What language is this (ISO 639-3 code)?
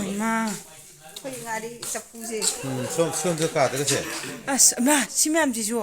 mni